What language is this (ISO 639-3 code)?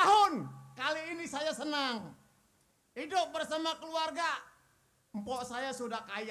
bew